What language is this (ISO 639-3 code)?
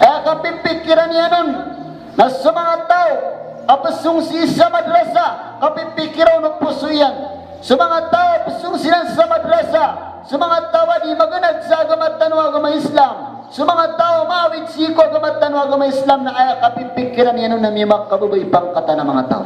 mrw